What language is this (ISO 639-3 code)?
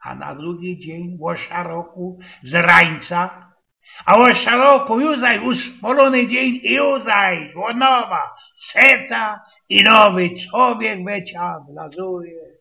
szl